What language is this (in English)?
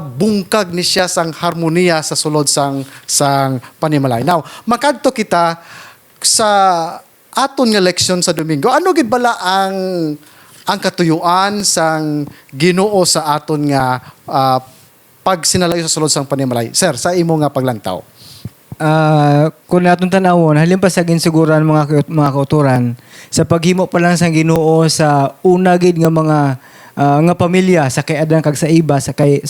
Hiligaynon